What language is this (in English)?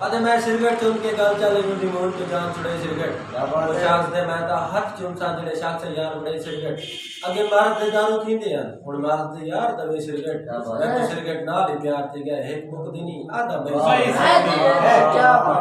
Saraiki